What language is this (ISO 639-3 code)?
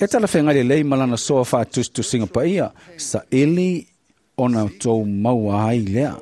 smo